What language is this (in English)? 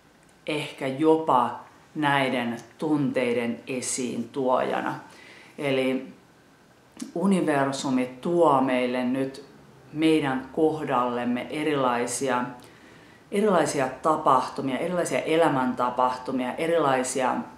Finnish